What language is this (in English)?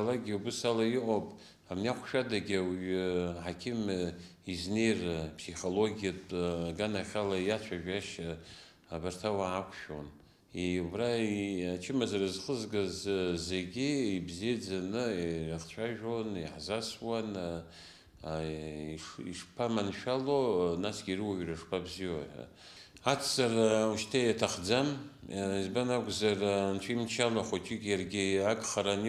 Abkhazian